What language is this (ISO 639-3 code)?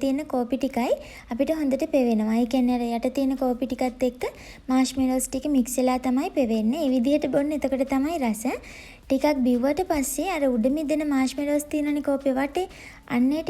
sin